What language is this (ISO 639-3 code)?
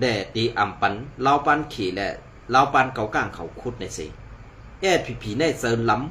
shn